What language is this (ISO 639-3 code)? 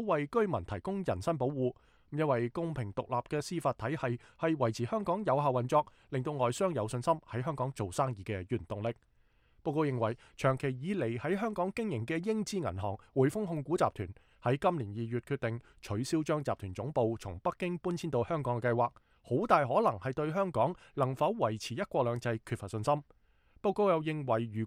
yue